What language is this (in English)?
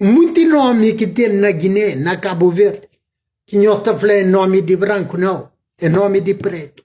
Kabuverdianu